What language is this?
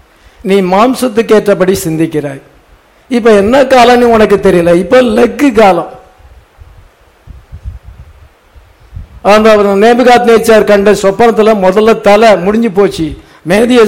Tamil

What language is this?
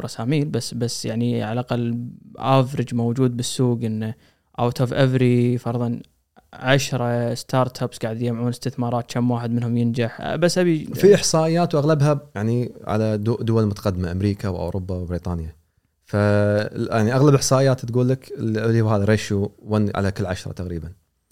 Gulf Arabic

